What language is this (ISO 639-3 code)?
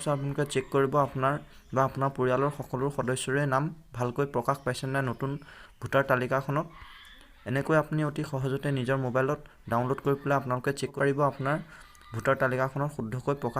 asm